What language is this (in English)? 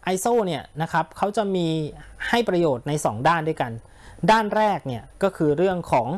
Thai